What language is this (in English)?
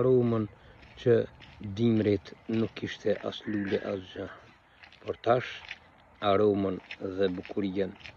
Albanian